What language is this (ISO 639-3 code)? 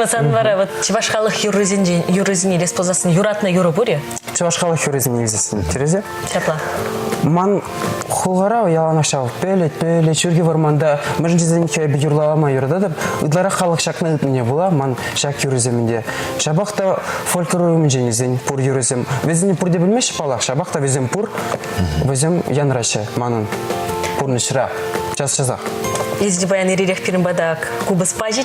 chv